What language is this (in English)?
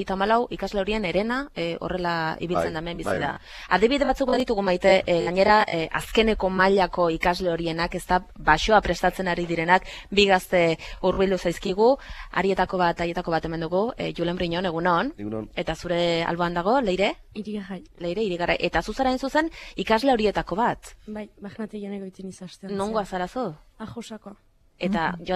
Basque